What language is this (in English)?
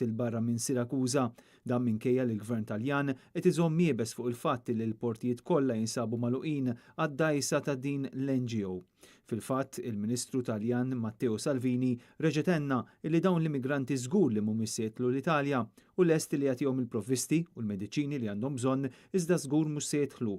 Maltese